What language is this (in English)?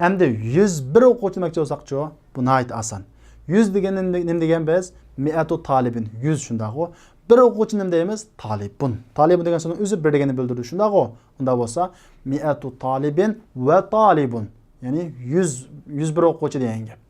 Uyghur